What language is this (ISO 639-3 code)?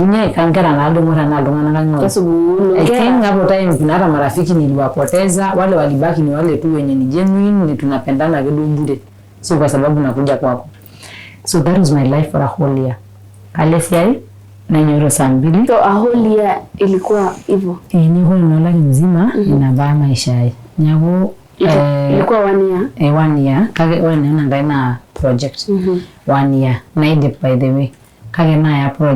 mas